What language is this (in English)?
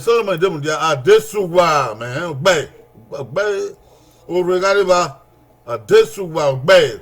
Bini